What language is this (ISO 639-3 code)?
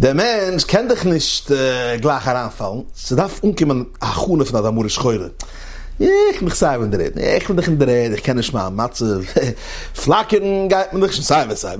yid